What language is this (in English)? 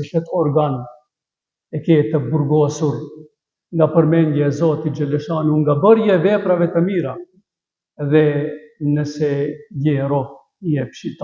Albanian